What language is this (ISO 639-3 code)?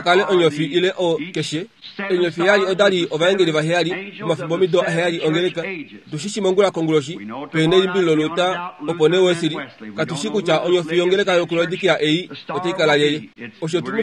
kua